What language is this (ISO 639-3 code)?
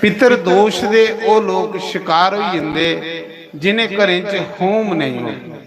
doi